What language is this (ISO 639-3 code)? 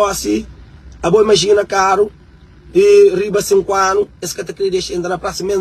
kea